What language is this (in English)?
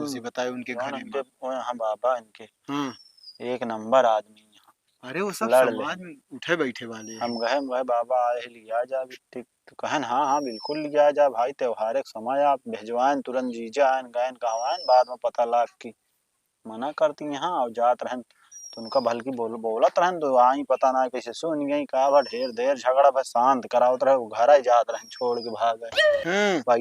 Awadhi